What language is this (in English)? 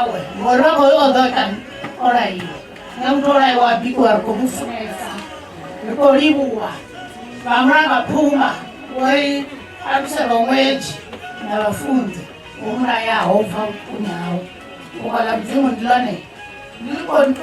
Venda